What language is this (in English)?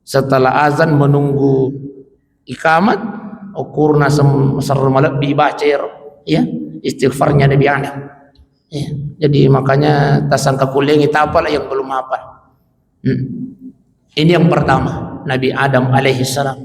Buginese